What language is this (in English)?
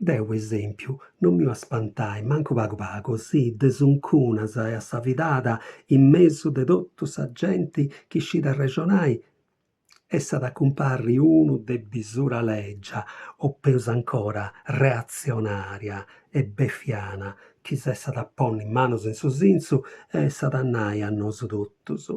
Sardinian